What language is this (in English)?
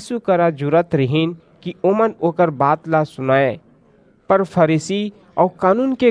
Chhattisgarhi